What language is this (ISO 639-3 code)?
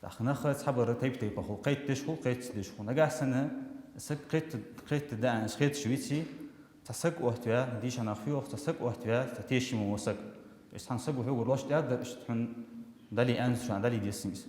inh